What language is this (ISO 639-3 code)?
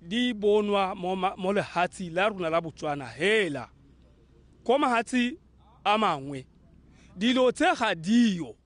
tsn